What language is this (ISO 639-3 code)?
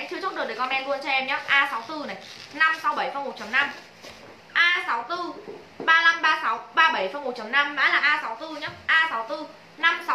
vie